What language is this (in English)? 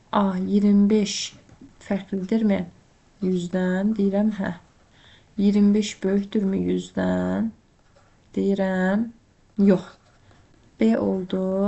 Azerbaijani